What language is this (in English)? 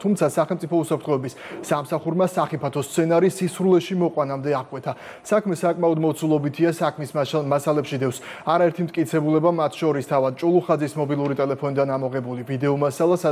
Georgian